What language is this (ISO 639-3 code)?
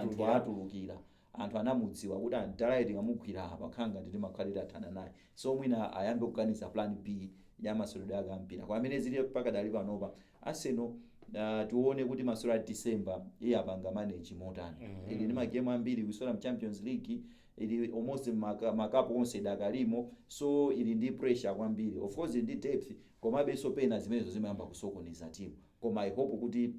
nya